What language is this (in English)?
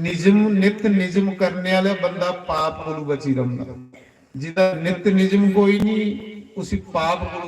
Dogri